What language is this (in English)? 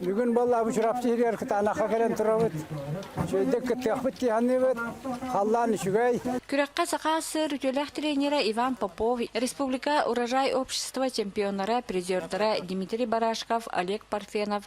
Yakut